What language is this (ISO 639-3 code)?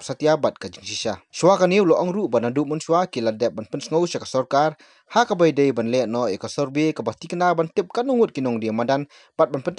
kha